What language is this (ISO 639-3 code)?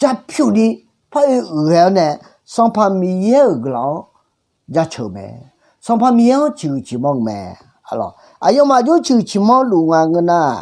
ahk